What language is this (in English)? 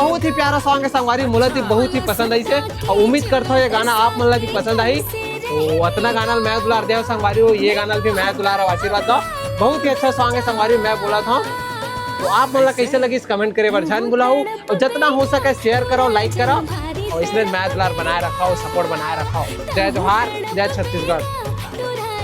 Chhattisgarhi